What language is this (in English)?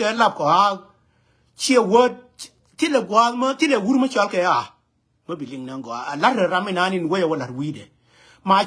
Nuer